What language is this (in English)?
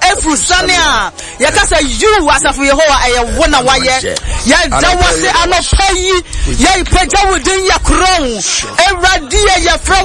Akan